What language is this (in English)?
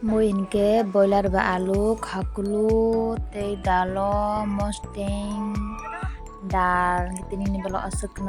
Kok Borok